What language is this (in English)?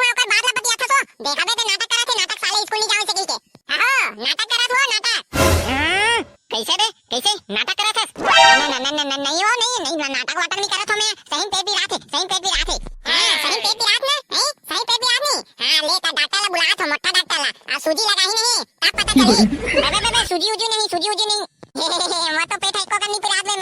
Chhattisgarhi